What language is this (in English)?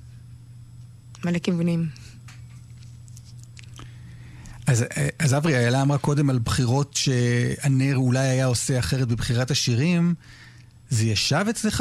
Hebrew